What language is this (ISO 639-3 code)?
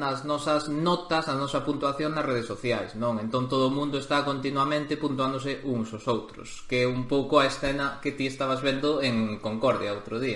glg